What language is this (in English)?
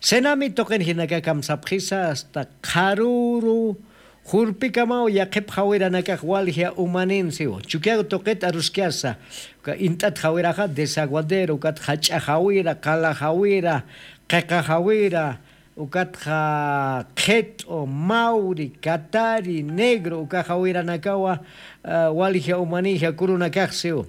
Aymara